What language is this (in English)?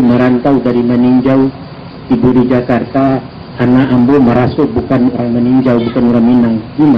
Minangkabau